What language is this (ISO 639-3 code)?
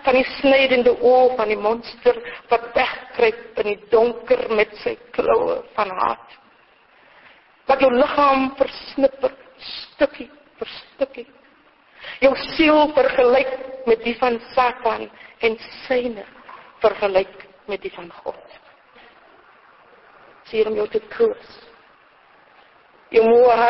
afr